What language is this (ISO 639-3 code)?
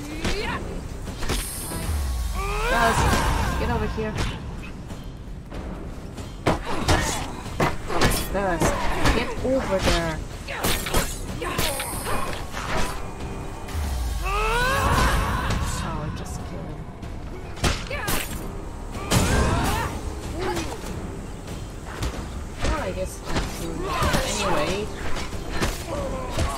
eng